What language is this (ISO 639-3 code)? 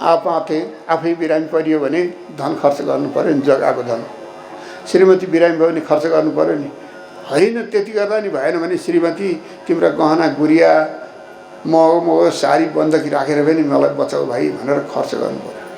nep